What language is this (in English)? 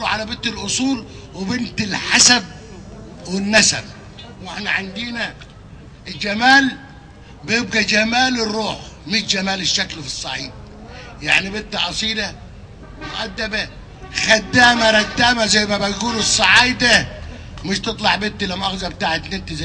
Egyptian Arabic